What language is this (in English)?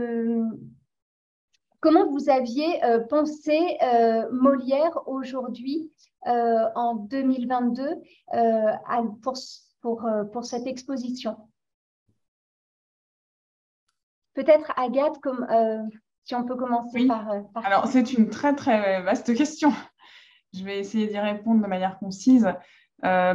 French